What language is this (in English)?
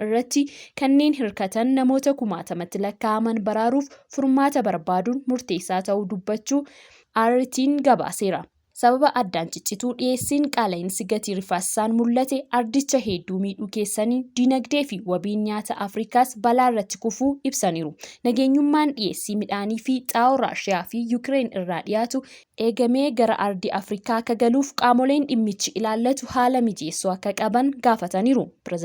Oromo